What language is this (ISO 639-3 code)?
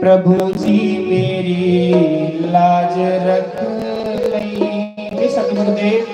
doi